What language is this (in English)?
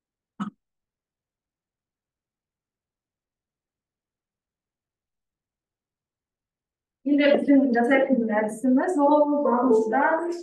Kazakh